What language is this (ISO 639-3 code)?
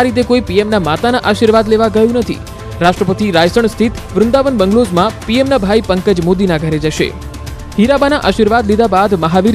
guj